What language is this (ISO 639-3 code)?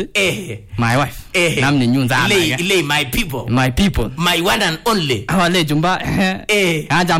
swa